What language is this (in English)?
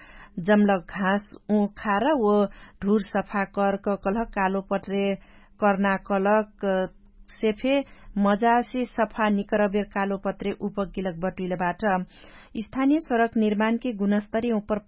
Dangaura Tharu